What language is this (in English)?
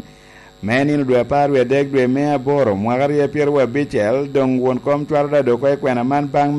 Lango (Uganda)